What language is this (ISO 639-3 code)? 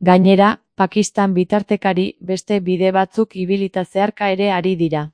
eus